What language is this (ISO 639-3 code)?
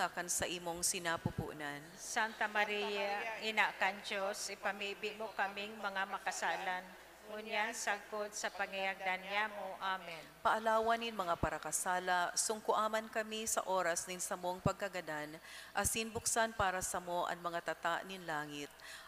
bik